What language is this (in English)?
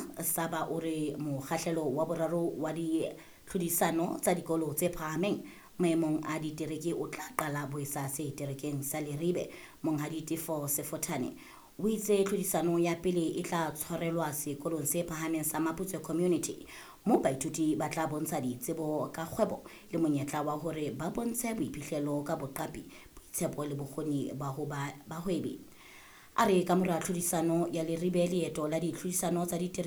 Southern Sotho